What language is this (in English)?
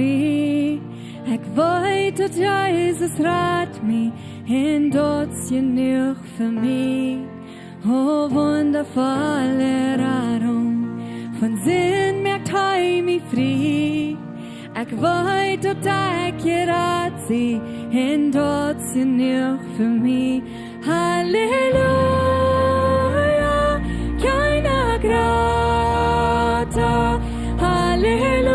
Plautdietsch